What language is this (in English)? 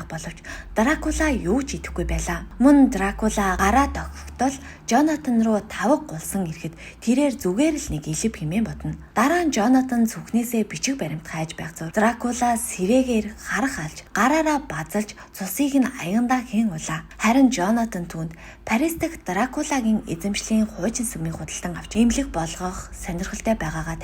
Mongolian